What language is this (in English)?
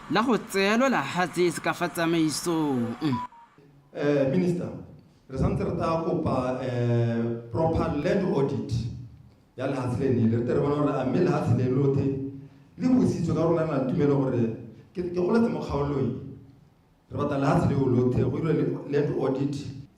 Tswana